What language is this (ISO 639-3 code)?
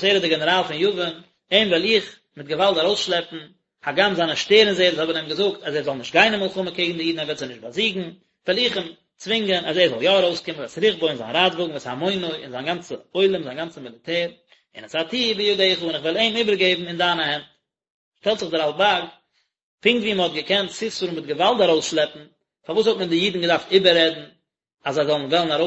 yid